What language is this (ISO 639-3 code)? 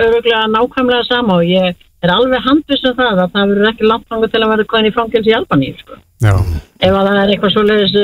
isl